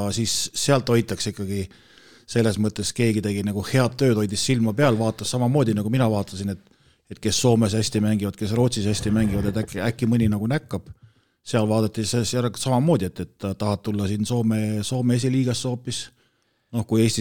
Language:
Estonian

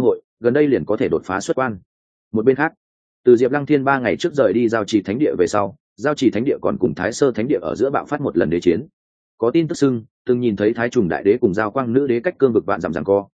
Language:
Vietnamese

